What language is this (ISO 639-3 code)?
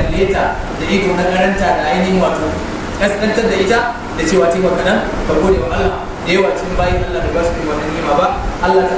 hau